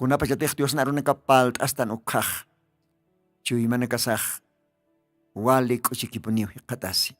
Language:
Aymara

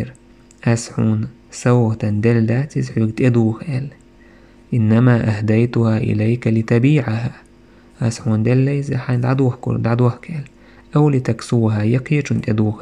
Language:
Chechen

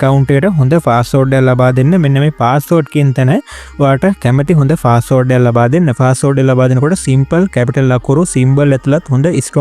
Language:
Sinhala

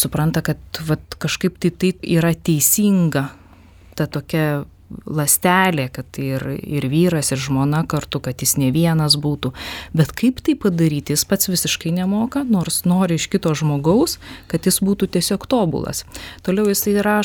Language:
Lithuanian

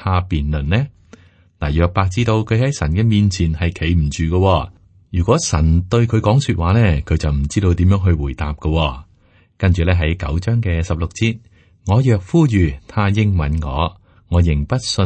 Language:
Cantonese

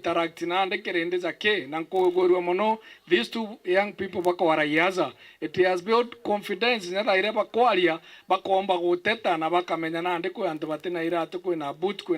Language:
Meru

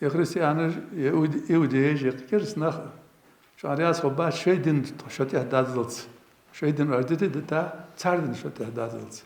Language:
Ingush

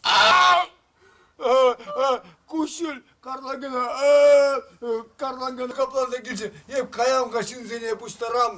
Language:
Chuvash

